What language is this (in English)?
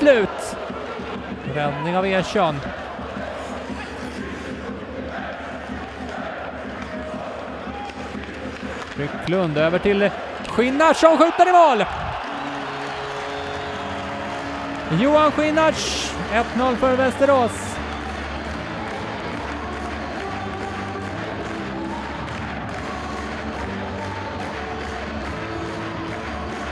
Swedish